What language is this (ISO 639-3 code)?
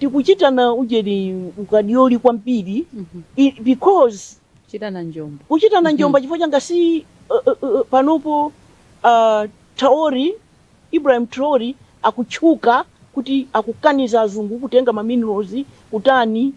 nya